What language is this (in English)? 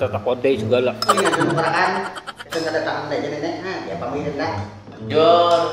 Banjar